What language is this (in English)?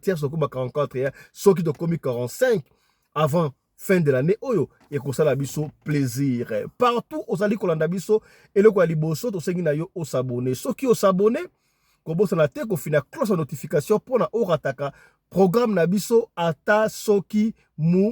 Lingala